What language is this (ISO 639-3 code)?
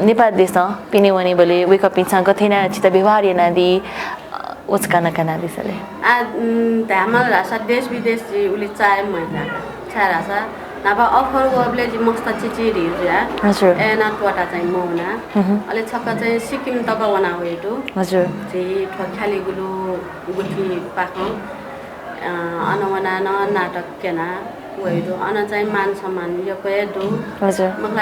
new